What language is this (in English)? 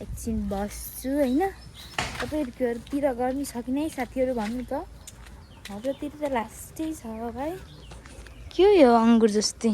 Nepali